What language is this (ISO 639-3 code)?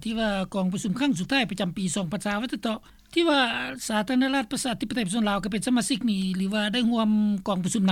lao